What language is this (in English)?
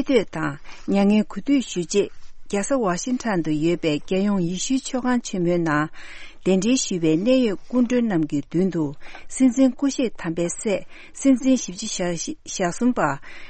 Tibetan